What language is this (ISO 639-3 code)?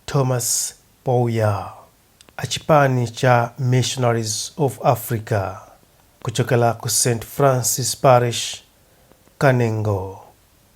nya